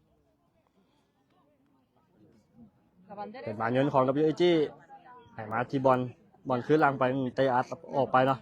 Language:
Lao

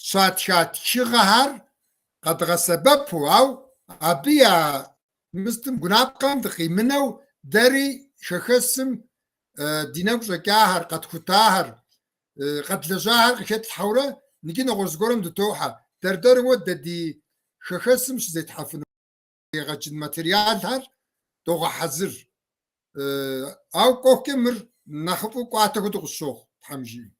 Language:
Kabardian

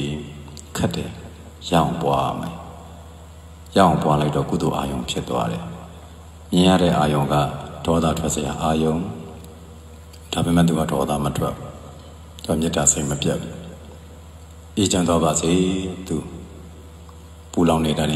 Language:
Burmese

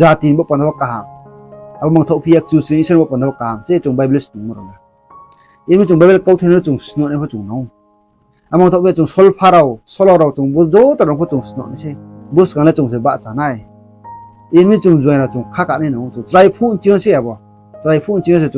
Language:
Riang (India)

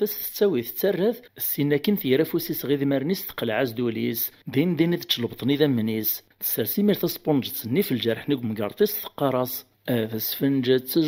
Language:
Kabyle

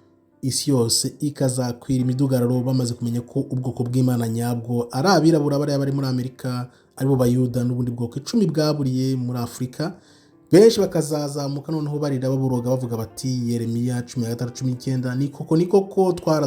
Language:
Kinyarwanda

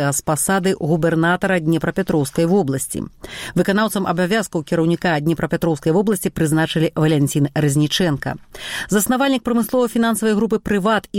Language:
Belarusian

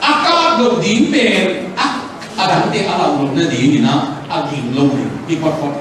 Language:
Tedim Chin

